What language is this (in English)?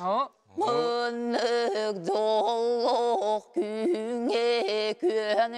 Yakut